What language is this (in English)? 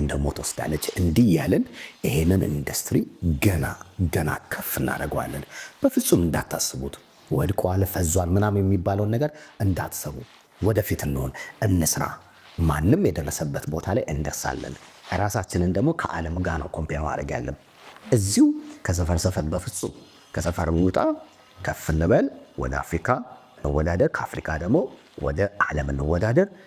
Amharic